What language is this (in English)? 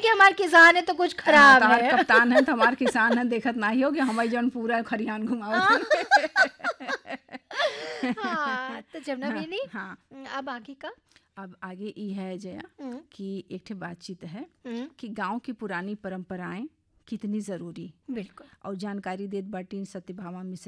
Bhojpuri